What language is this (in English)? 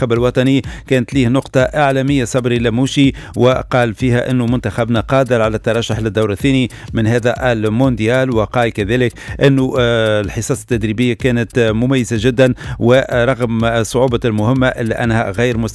Tunisian Arabic